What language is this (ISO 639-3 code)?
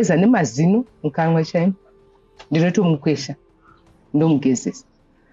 sna